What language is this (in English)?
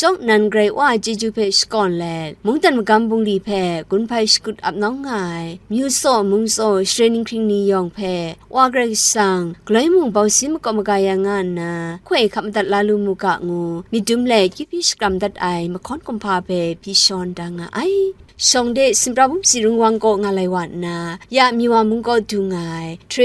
Kachin